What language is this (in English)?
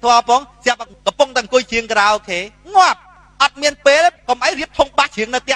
Khmer